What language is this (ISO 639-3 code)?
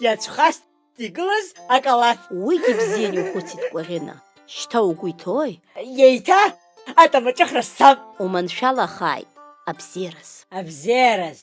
abk